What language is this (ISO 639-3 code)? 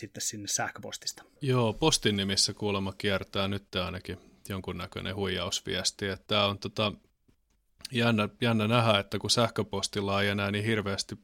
fin